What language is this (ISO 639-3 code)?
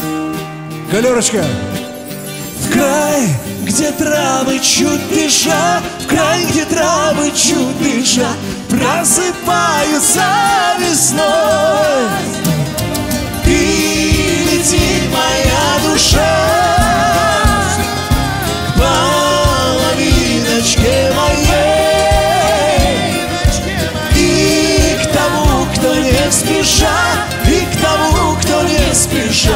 rus